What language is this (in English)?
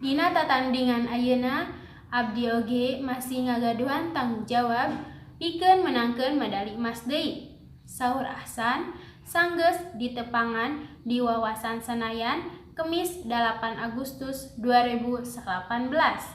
Sundanese